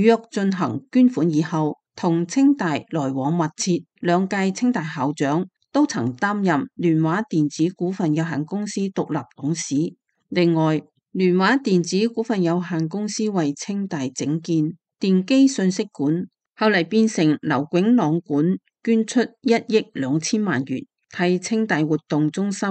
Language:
Cantonese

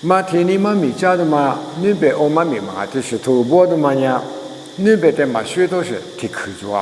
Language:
Lisu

